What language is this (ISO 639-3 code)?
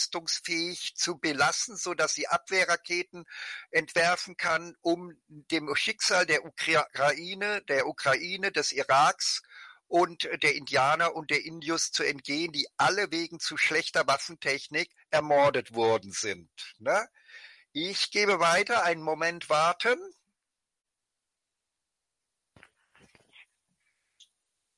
deu